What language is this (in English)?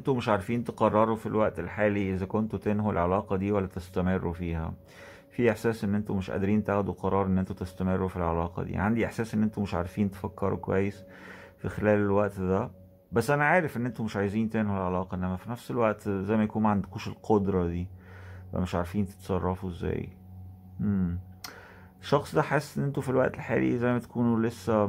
Egyptian Arabic